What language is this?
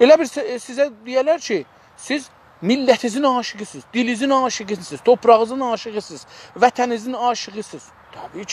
South Azerbaijani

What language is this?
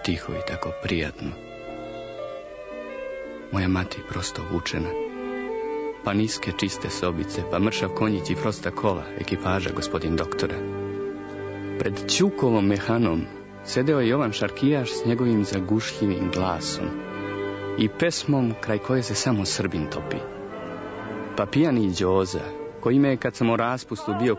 Serbian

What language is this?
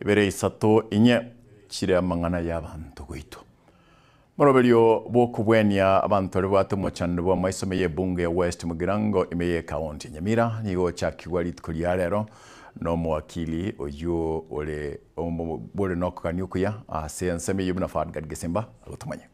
Gusii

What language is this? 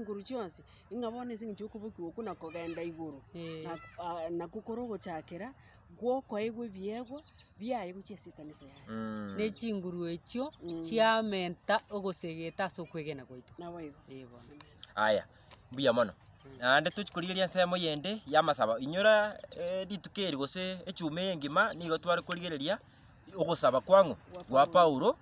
Gusii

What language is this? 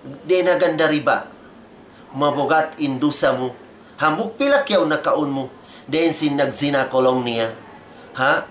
Tausug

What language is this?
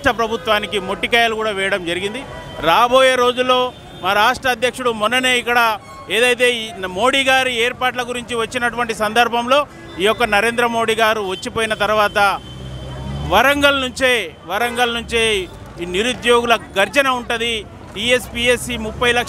Telugu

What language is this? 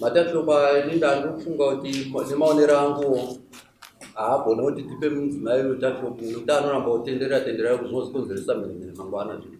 Shona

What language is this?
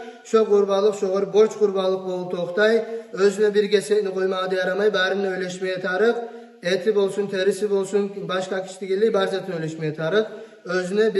Kumyk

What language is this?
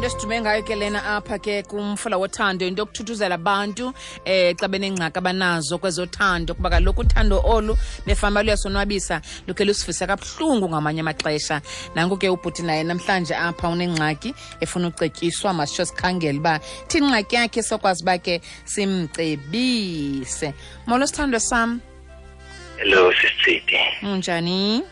Xhosa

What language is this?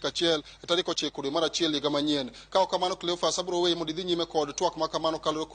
Luo (Kenya and Tanzania)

